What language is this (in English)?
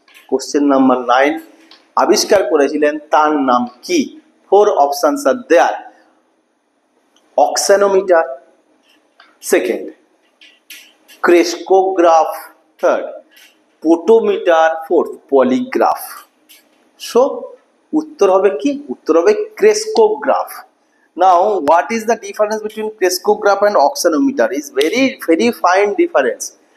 Bangla